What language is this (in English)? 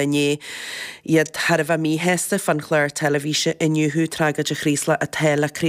Irish